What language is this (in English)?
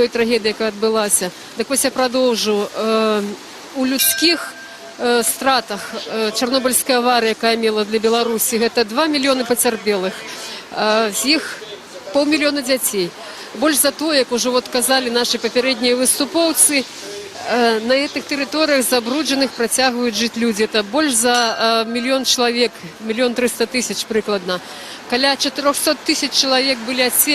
Belarusian